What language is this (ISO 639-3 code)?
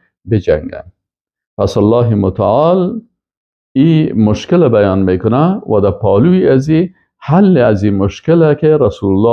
fas